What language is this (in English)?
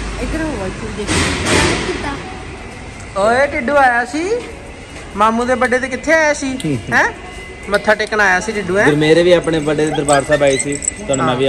Punjabi